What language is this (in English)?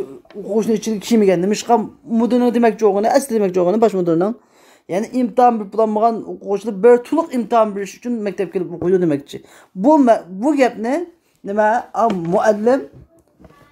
Uyghur